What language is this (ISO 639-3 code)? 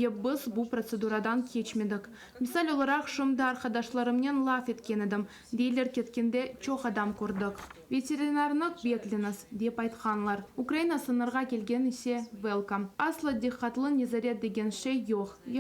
crh